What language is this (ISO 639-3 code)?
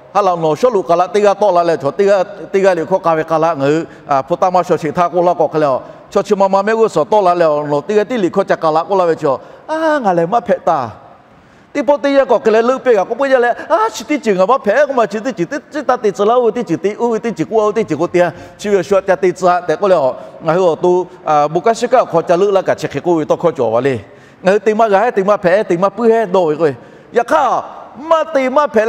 lhu